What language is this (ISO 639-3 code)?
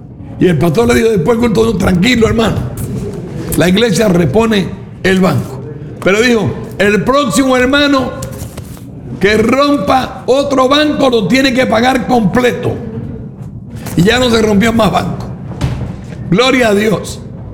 spa